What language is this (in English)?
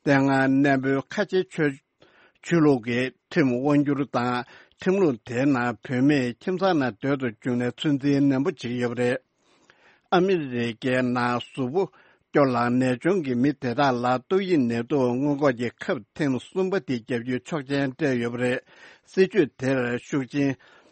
Tibetan